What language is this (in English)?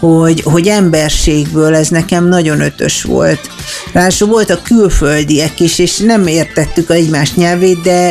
Hungarian